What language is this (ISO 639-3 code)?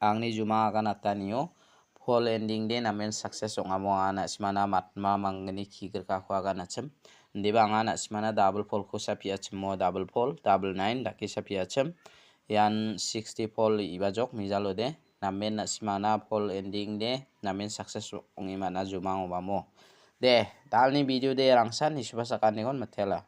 grt